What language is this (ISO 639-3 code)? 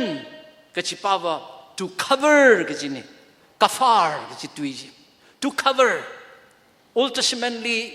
nmf